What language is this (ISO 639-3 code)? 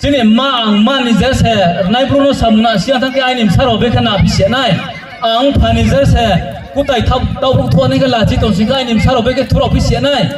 ria